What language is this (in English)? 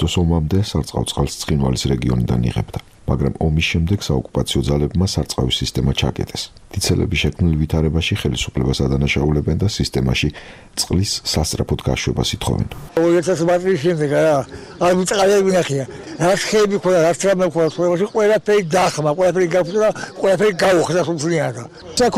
Georgian